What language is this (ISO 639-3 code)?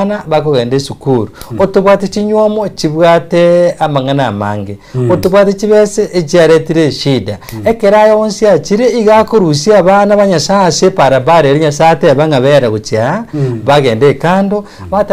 guz